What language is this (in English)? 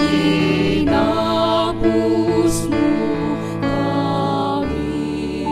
Pampanga